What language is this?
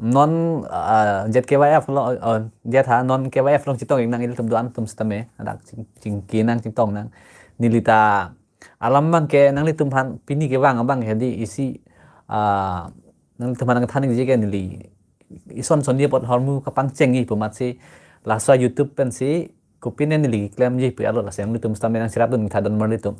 Karbi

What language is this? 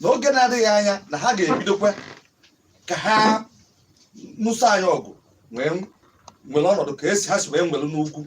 Igbo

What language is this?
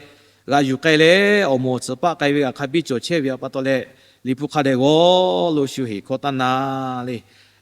Lahu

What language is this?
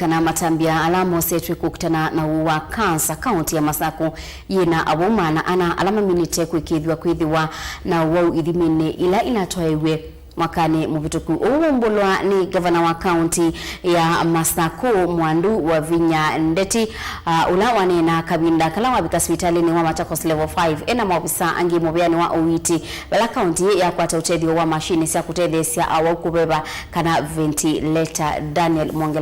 Kamba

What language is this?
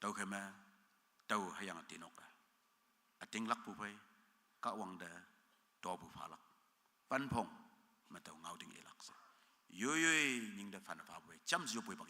Konyak Naga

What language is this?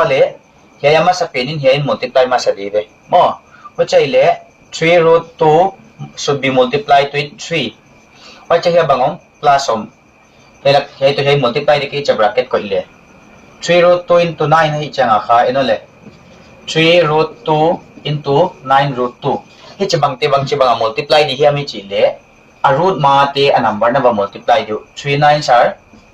Paite Chin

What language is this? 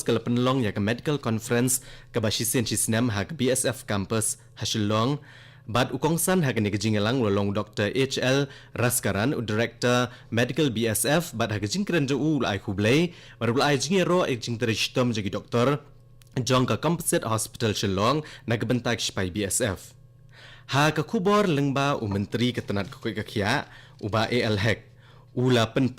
Khasi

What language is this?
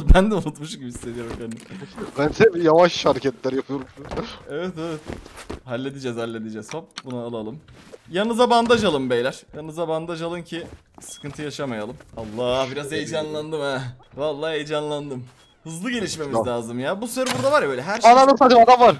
Turkish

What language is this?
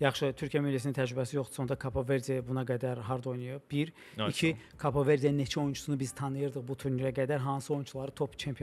Azerbaijani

